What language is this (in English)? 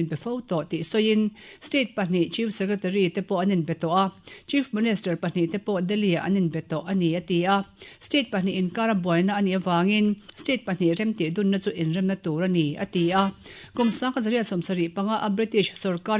Mizo